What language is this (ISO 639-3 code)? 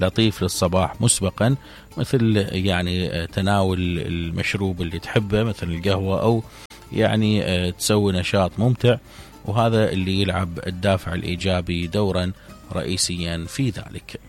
acm